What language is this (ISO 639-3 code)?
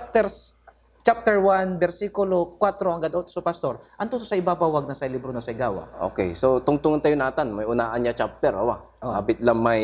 pag